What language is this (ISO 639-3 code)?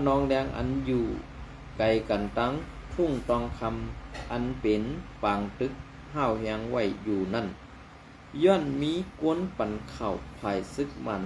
shn